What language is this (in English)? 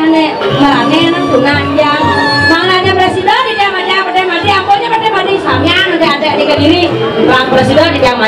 Balinese